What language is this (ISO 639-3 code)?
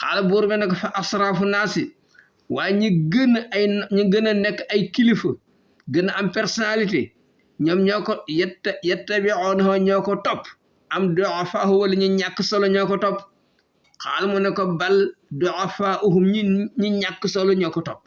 wol